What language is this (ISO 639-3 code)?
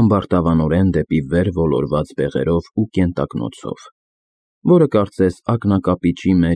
hye